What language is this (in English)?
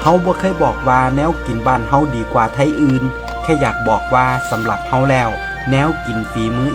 Northeastern Thai